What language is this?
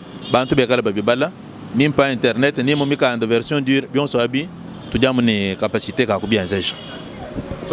Luba-Lulua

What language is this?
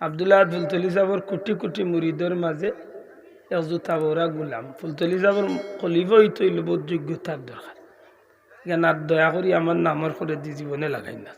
Sylheti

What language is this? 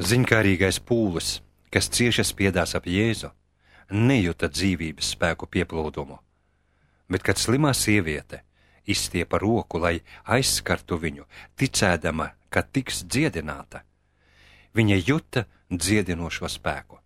Latvian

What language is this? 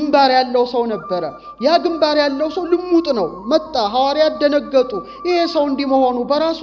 Amharic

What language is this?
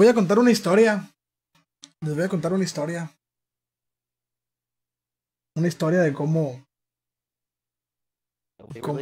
Spanish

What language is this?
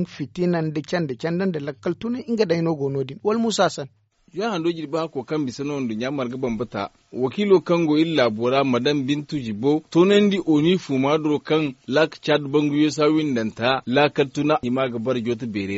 Zarma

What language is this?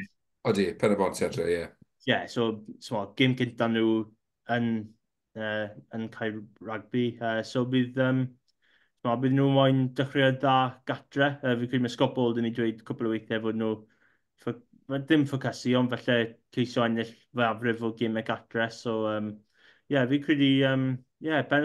Welsh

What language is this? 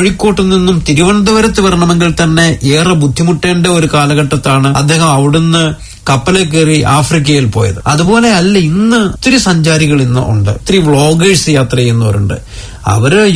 Malayalam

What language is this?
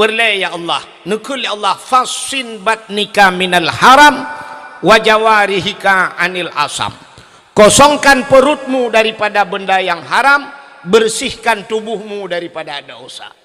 Achinese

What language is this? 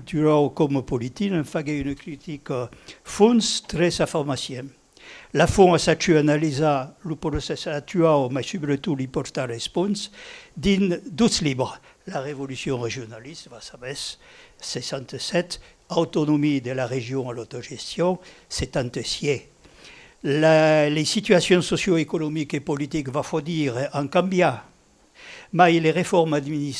Occitan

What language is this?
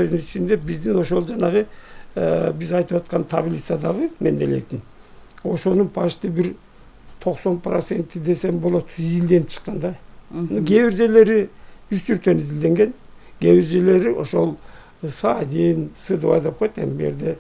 Kyrgyz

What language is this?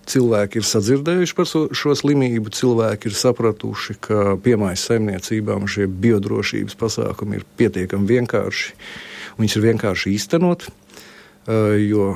Latvian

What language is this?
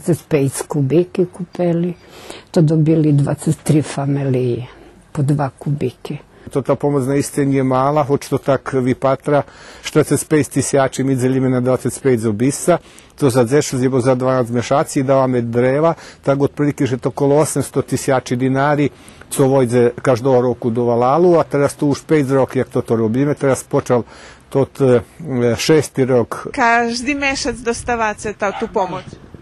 Rusyn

